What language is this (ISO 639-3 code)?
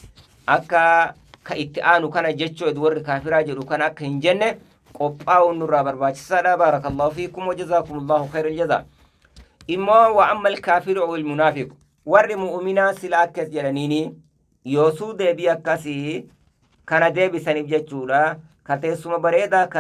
orm